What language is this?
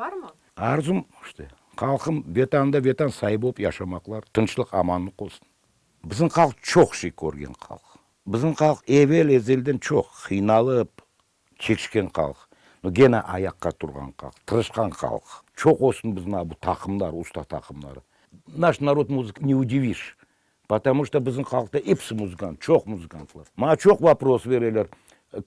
Crimean Tatar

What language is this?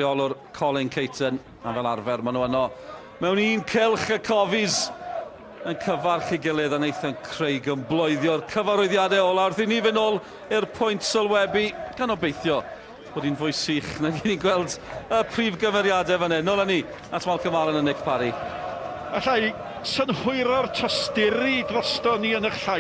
Welsh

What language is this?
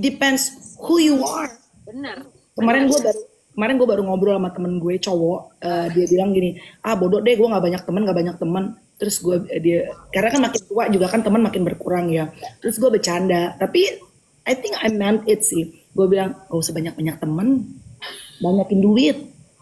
Indonesian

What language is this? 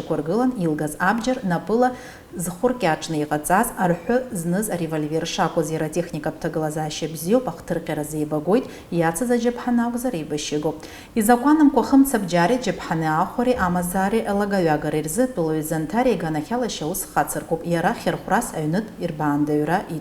Abkhazian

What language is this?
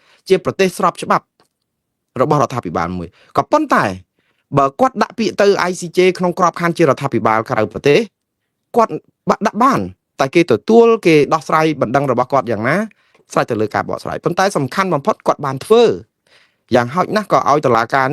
Khmer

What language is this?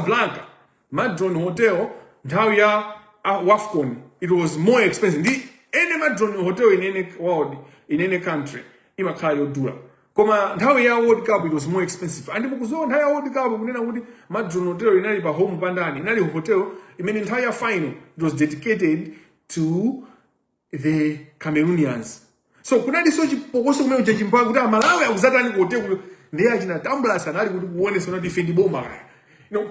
Nyanja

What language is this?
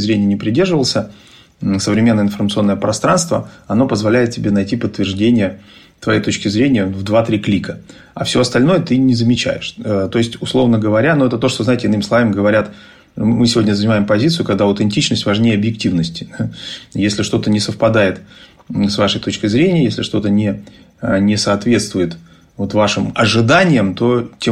Russian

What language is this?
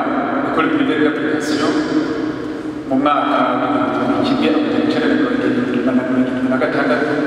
Kinyarwanda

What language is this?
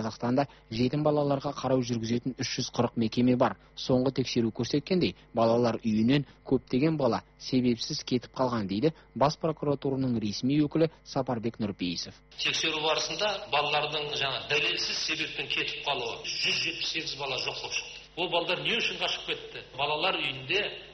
Kazakh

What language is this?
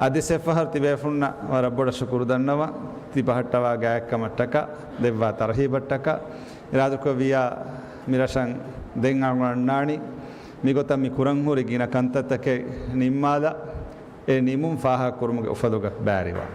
Divehi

